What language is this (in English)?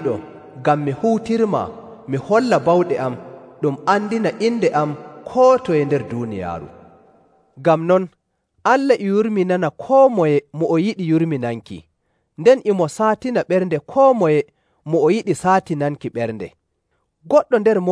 Nigerian Fulfulde